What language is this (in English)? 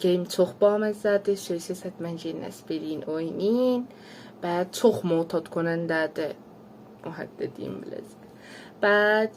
South Azerbaijani